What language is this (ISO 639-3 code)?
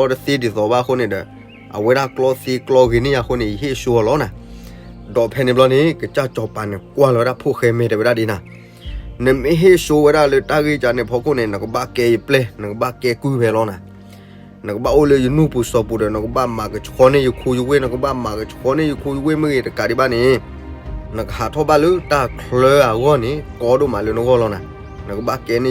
ksw